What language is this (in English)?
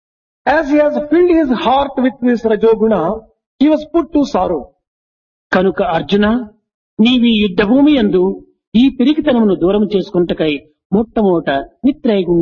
Telugu